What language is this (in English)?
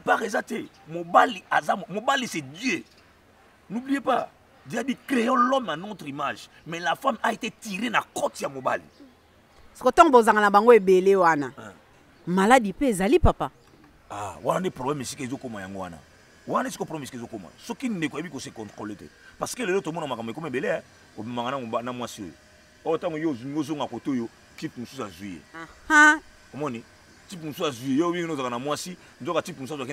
Lingala